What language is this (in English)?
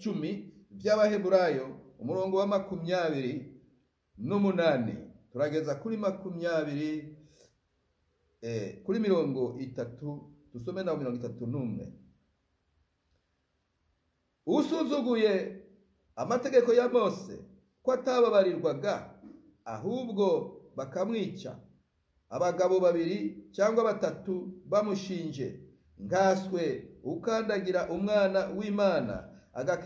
Kinyarwanda